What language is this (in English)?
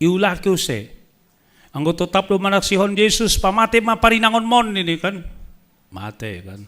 Batak Simalungun